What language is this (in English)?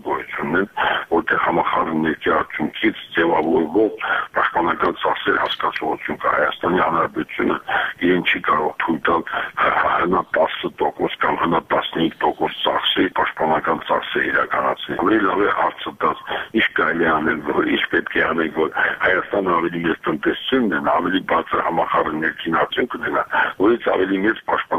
Armenian